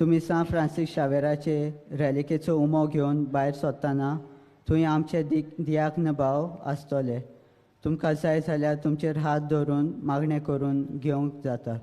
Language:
Konkani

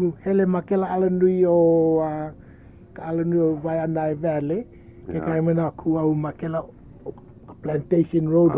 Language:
Hawaiian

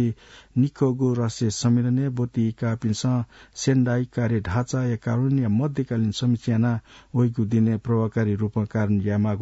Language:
Newari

